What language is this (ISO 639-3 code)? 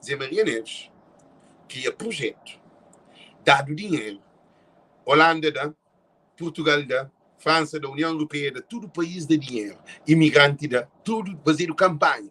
kea